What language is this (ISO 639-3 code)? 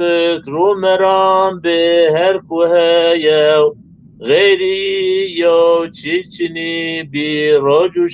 zza